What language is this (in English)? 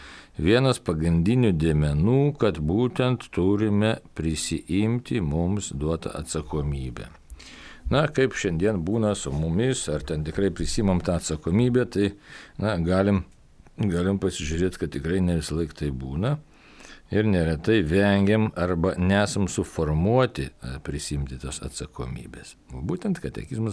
Lithuanian